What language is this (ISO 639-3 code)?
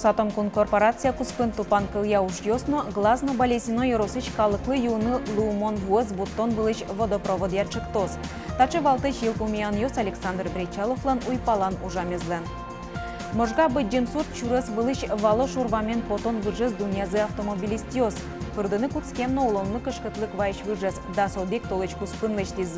udm